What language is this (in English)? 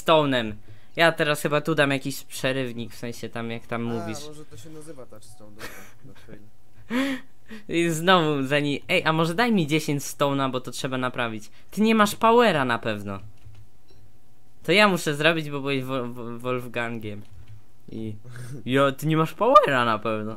Polish